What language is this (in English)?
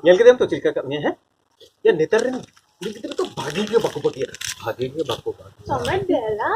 Santali